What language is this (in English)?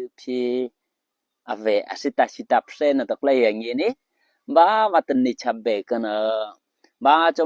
Eastern Kayah